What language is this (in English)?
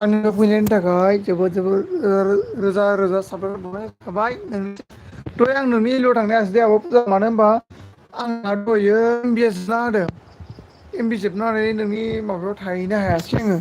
Bodo